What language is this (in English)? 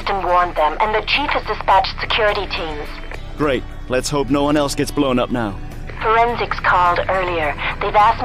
English